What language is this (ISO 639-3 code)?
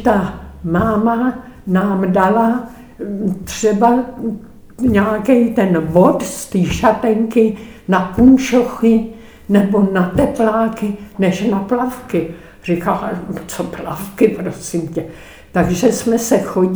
ces